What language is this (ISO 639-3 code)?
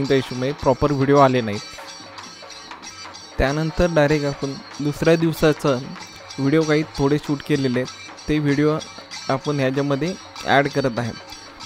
mar